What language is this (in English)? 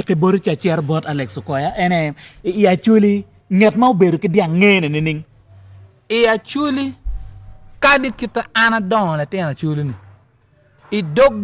Acoli